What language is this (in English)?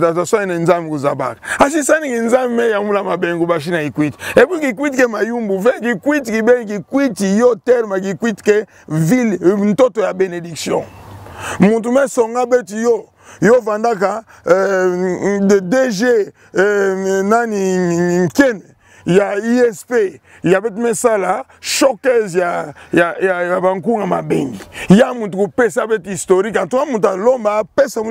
Kituba (Democratic Republic of Congo)